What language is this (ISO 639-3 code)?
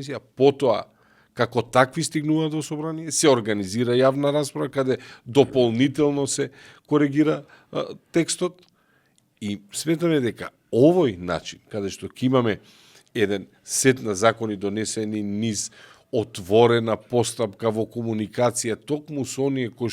mkd